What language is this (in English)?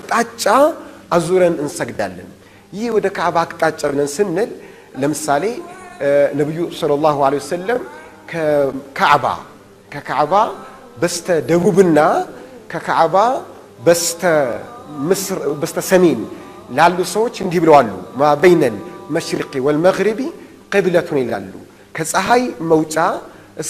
Amharic